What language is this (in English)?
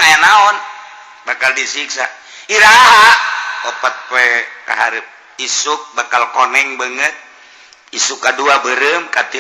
Sundanese